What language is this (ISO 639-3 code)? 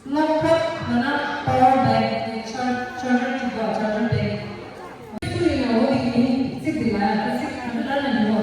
bod